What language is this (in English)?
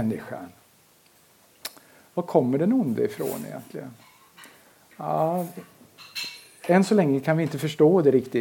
Swedish